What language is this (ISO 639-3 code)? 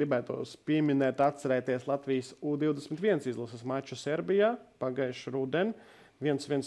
lav